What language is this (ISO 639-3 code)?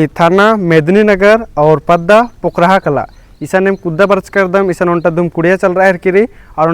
kru